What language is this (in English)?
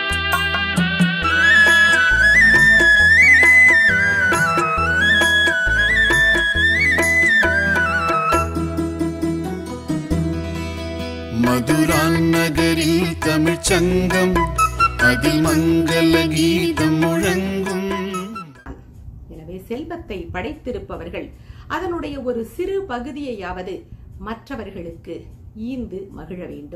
Tamil